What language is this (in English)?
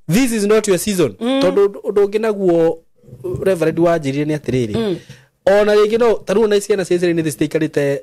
Kikuyu